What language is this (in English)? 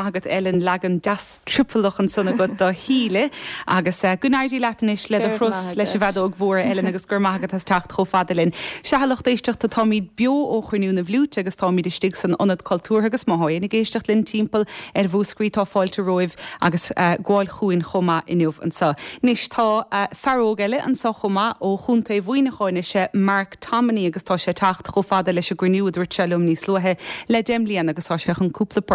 Irish